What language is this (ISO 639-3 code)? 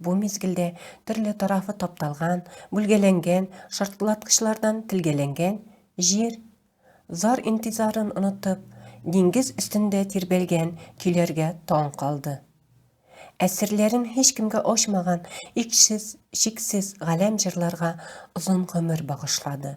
tat